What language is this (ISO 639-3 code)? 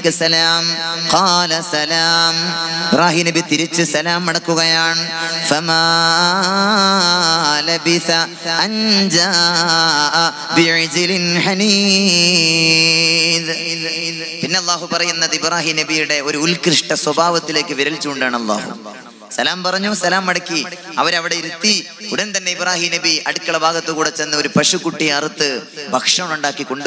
mal